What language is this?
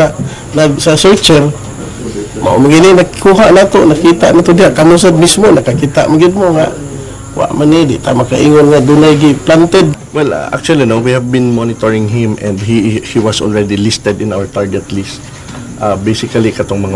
Cebuano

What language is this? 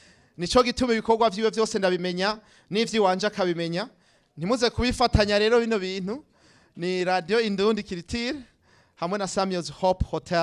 Rundi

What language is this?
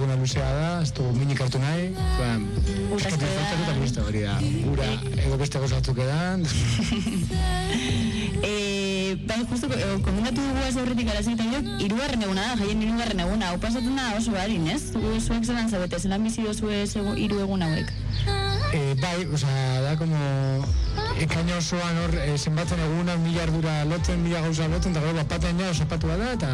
Basque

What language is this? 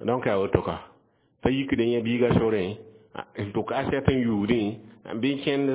Mossi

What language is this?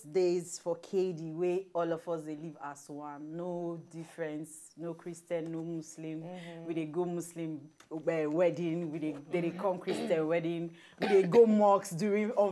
Nigerian Pidgin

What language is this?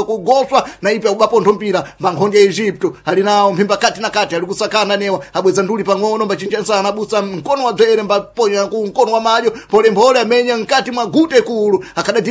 Sena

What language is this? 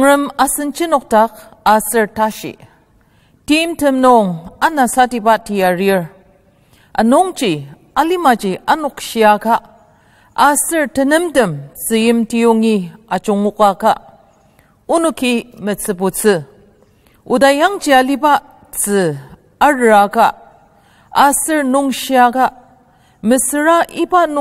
Ao Naga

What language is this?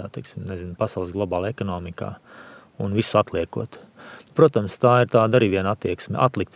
Latvian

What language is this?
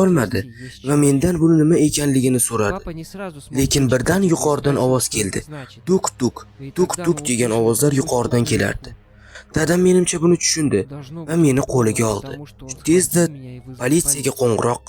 Uzbek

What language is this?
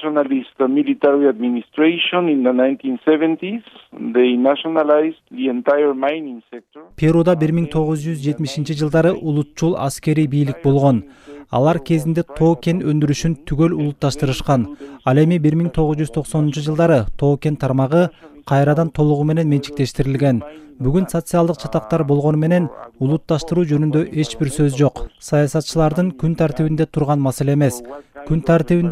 Kyrgyz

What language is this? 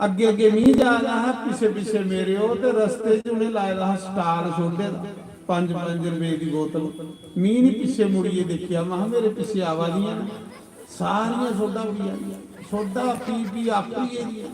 Dogri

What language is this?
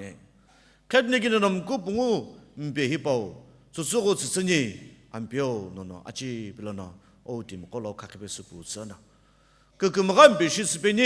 Sumi Naga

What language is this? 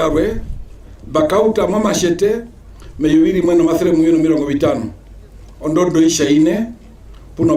Herero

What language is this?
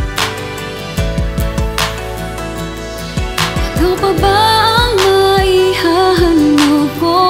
Filipino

